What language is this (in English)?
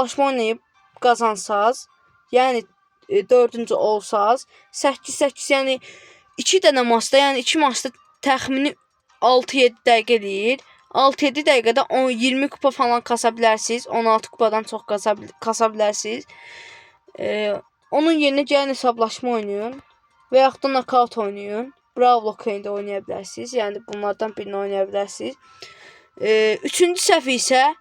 Azerbaijani